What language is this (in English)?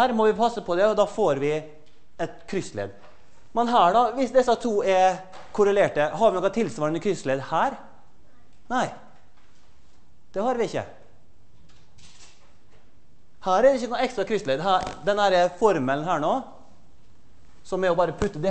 Norwegian